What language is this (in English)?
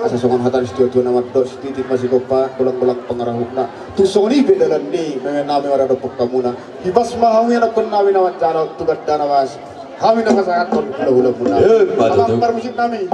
Batak Toba